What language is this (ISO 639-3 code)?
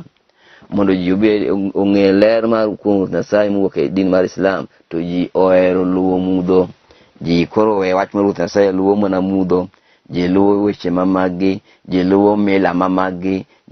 luo